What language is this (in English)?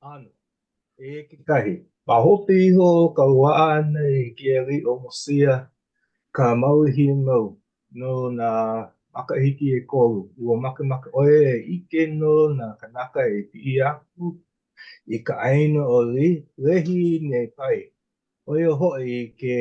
Hawaiian